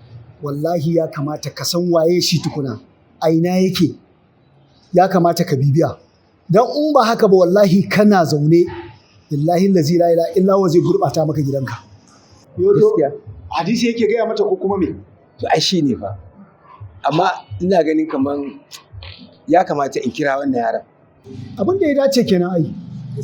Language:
Hausa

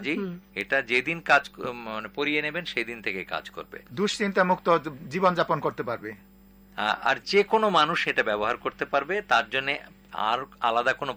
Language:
Bangla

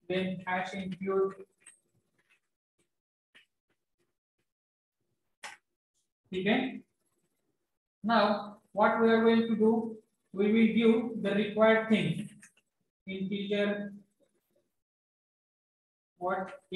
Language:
Marathi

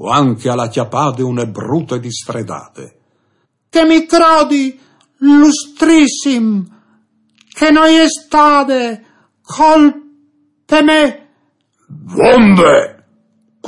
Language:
Friulian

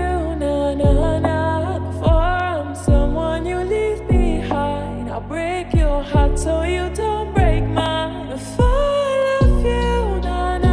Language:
English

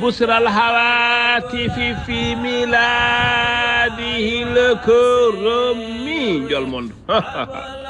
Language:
Fula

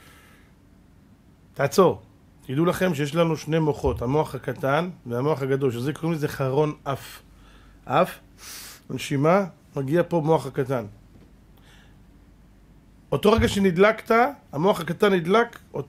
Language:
Hebrew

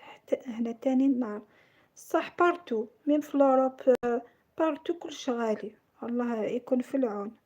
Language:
Algerian Arabic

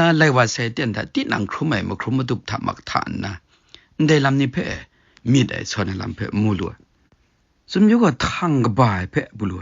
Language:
Kachin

